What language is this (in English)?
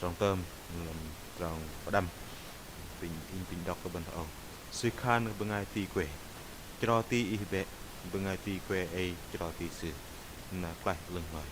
Bahnar